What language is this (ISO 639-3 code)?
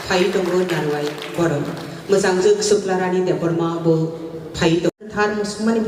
trp